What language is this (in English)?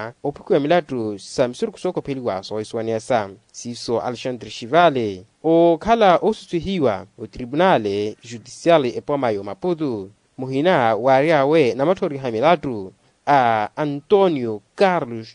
Makhuwa